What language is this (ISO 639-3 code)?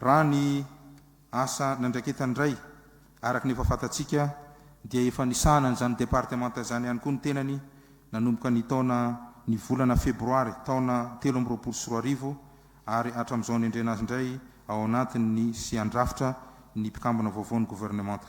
mlg